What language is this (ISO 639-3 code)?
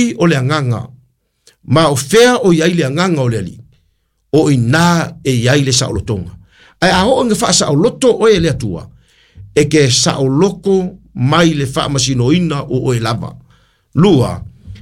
smo